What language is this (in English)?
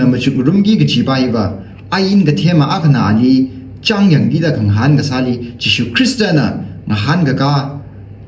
Tangkhul Naga (India)